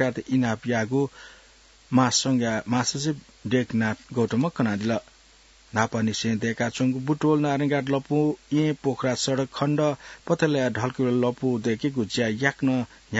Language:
Newari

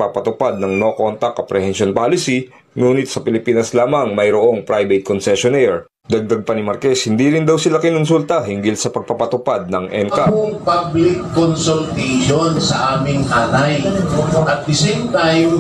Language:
Filipino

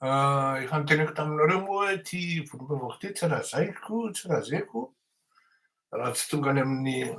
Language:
Malagasy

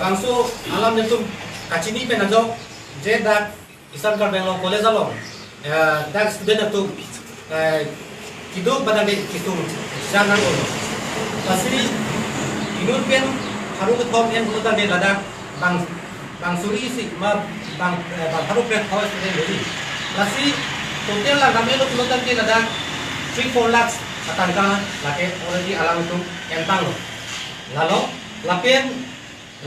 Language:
Karbi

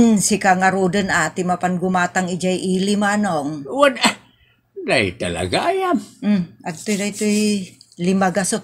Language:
Iloko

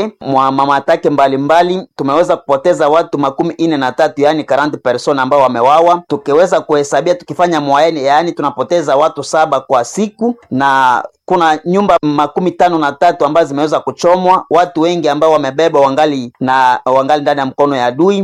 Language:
Swahili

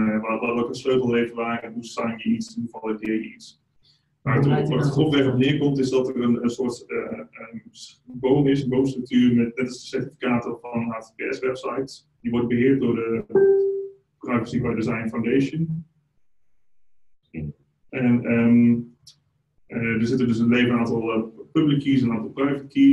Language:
Dutch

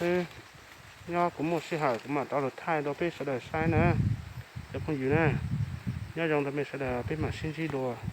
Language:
Hmong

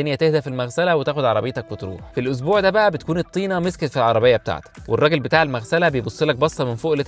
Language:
Egyptian Arabic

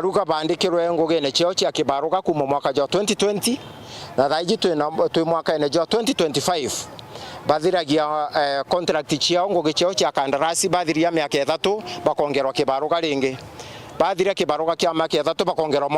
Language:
Meru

